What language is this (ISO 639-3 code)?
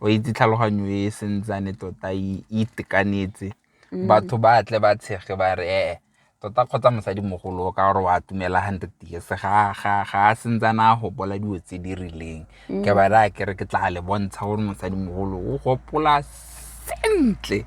tsn